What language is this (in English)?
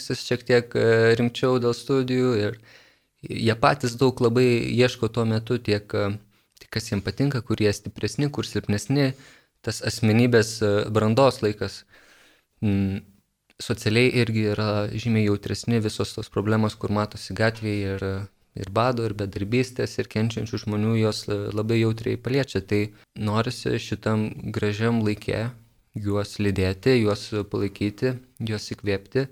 Lithuanian